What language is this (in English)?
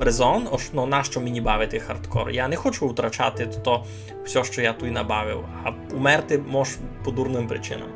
Rusyn